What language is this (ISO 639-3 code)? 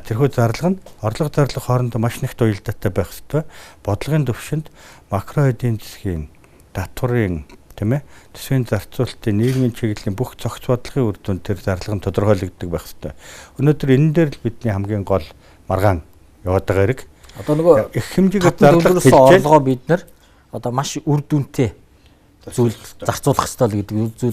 mon